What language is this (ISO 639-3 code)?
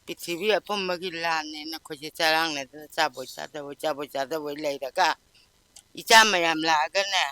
mni